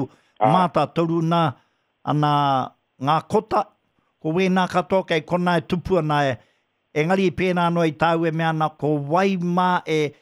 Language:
Māori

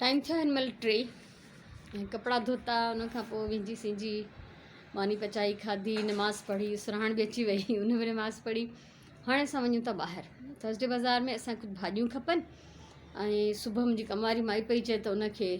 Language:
Sindhi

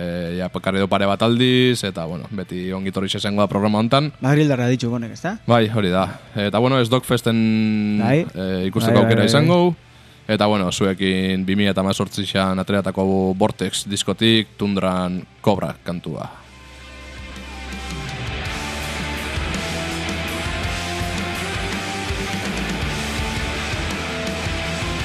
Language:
Basque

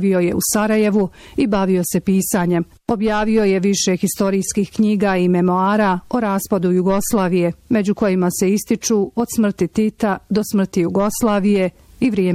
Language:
Bosnian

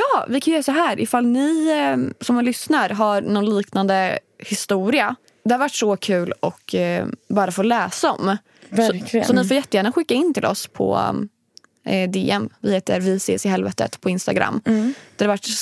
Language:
Swedish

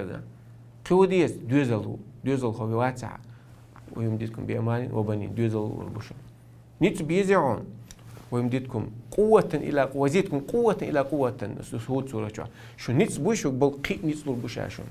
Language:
Chechen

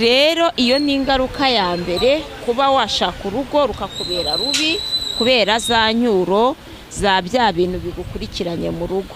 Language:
Kinyarwanda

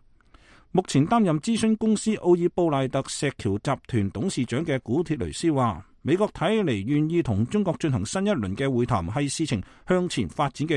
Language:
Cantonese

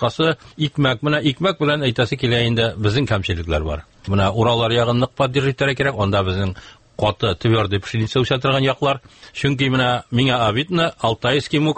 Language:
Tatar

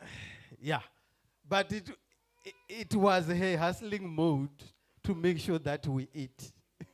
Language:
Venda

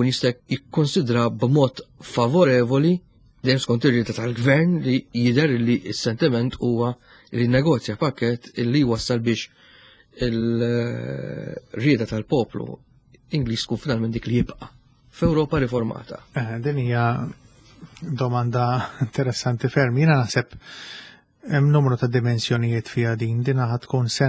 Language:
Maltese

